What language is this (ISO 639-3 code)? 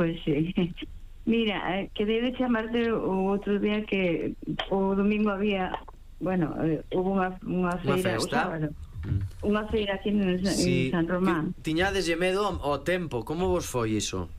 glg